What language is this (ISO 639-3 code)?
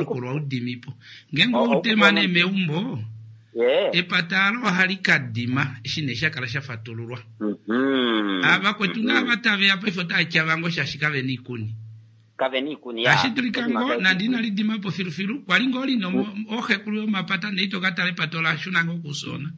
kua